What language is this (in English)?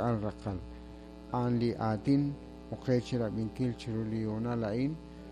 Kekchí